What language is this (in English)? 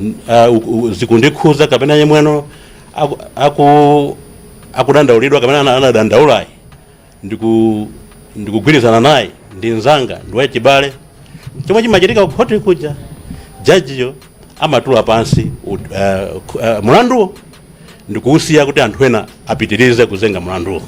Nyanja